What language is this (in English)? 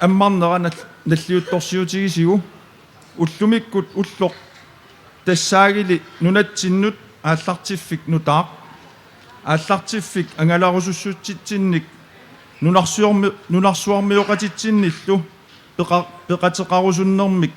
Kalaallisut